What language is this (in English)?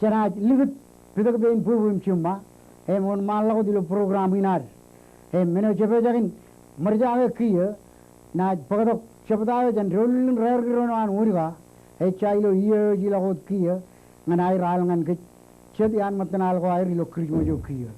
Marshallese